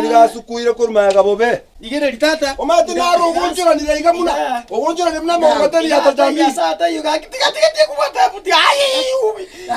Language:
Gusii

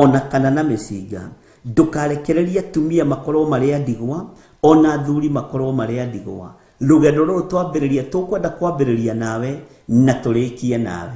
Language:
Kikuyu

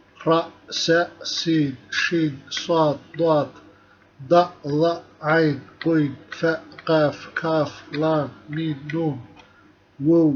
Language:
Somali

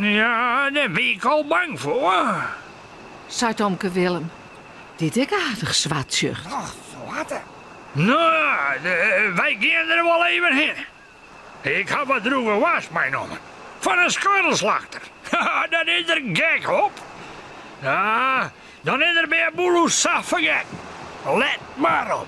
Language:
Western Frisian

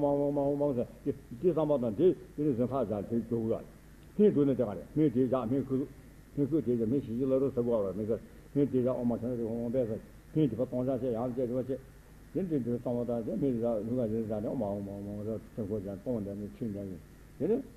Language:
Tibetan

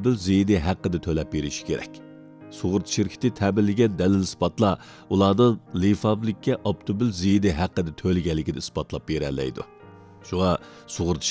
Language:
Uyghur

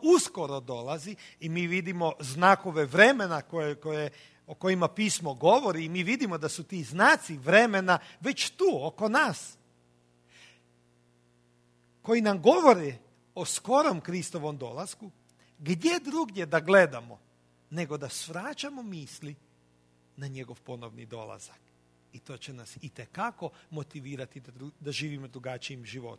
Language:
Croatian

